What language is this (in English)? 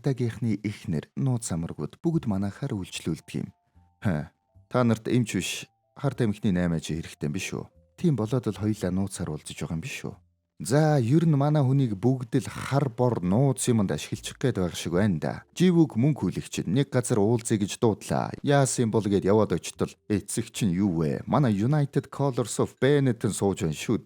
Mongolian